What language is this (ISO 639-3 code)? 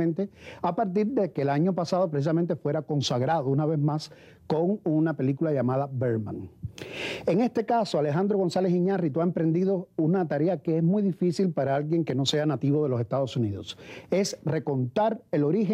spa